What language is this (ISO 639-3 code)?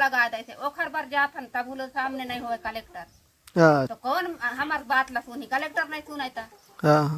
hne